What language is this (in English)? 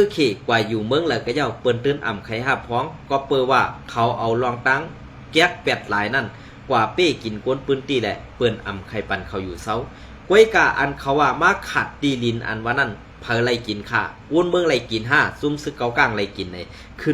Shan